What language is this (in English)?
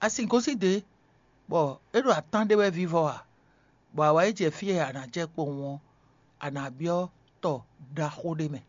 Fon